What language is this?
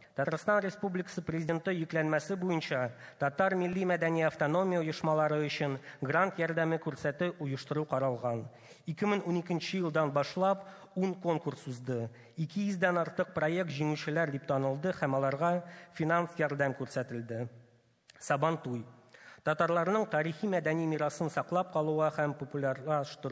Tatar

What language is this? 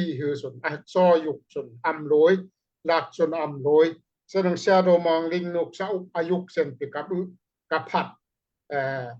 Daai Chin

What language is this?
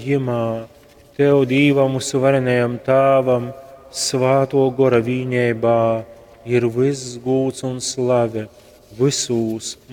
Latgalian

